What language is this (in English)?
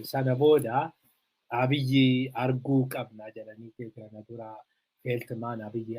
Oromo